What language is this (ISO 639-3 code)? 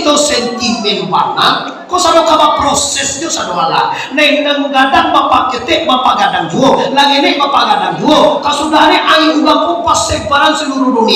min